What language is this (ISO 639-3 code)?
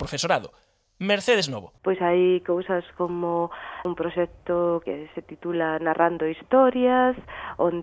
glg